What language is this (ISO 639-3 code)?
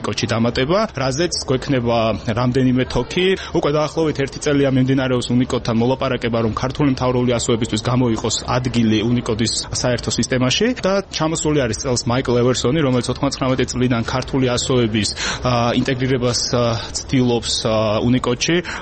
kat